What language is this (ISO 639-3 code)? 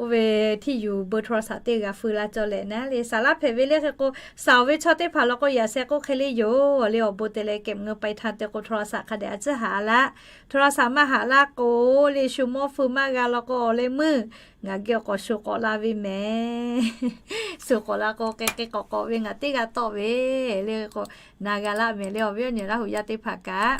lhu